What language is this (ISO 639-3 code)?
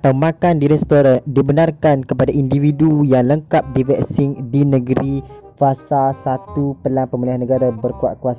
msa